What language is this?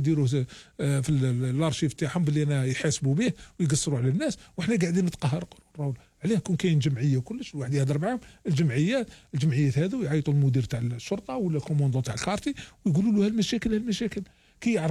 Algerian Arabic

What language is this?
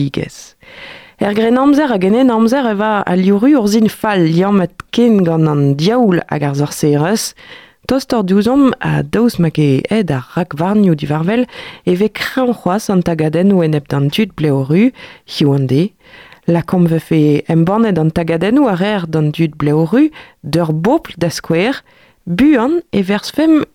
Breton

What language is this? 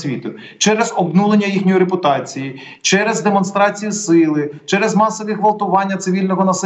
Ukrainian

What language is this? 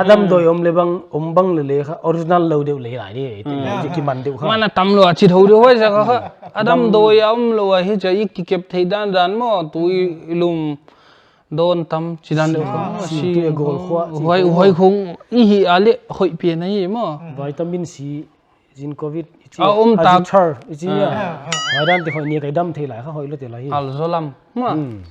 Paite Chin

